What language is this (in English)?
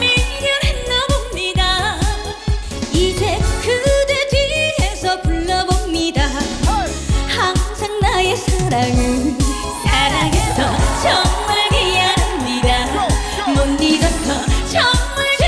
Korean